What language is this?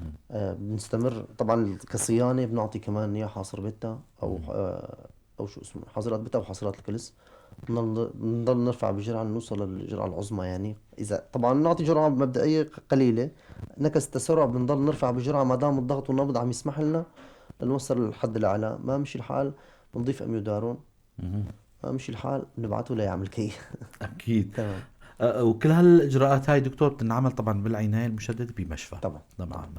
North Levantine Arabic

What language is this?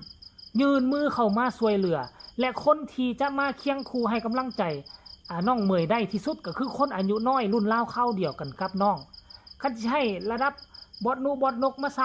Northeastern Thai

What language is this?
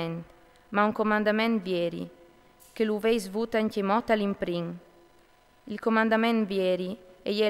Friulian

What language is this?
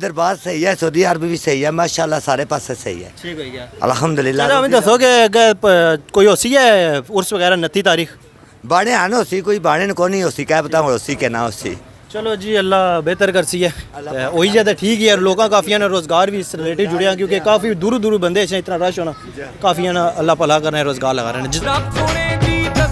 Pahari-Potwari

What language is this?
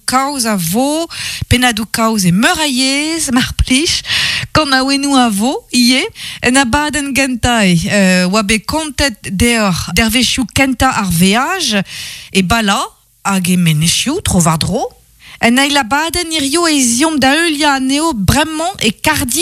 Breton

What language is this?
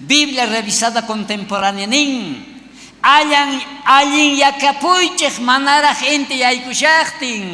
South Bolivian Quechua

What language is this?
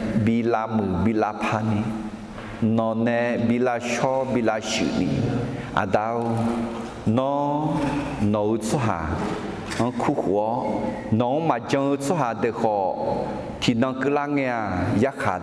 Akha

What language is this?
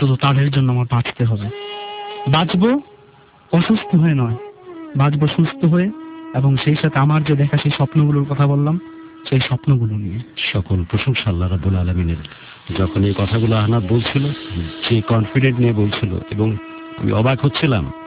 Bangla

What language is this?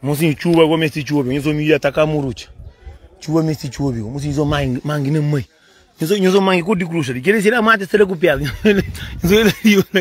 Kabuverdianu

